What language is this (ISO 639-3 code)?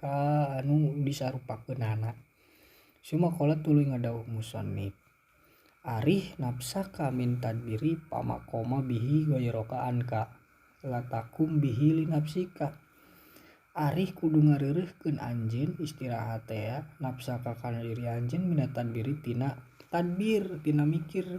sun